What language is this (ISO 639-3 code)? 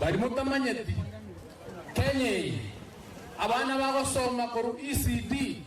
guz